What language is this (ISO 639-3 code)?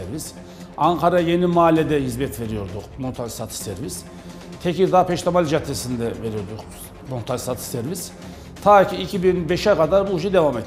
tur